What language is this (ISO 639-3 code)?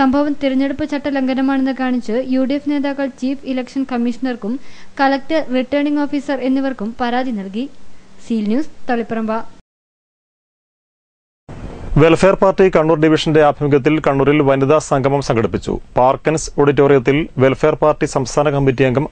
mal